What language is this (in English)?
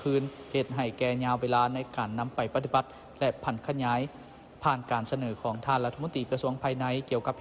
Lao